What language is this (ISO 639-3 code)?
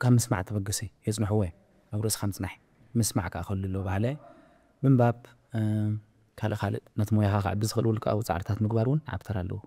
tir